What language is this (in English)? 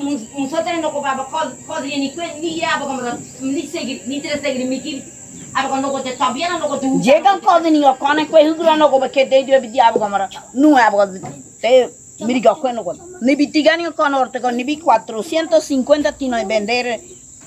Ngäbere